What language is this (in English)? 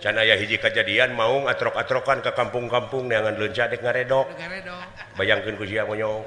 Sundanese